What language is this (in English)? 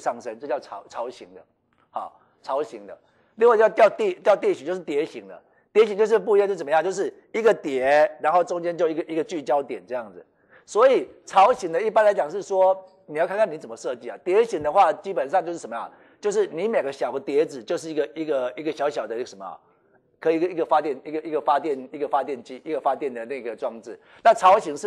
Chinese